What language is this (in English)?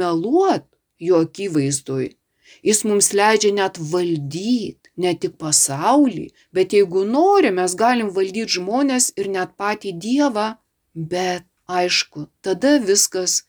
Lithuanian